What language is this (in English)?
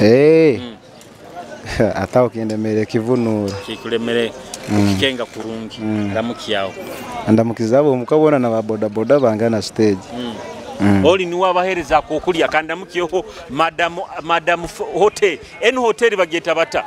Nyoro